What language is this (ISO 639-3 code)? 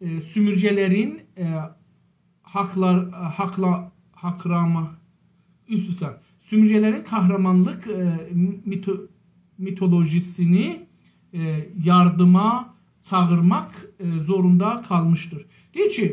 azb